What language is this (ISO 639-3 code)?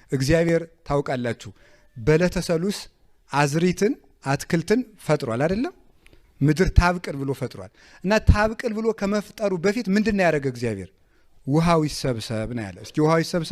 amh